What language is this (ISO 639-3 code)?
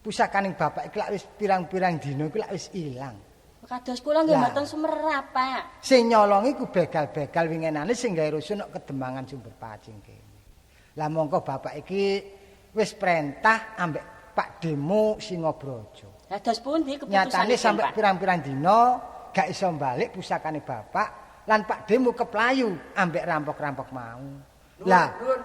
jav